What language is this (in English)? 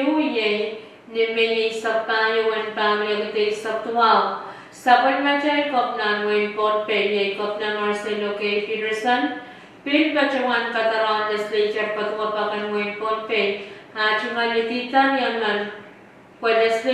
Pohnpeian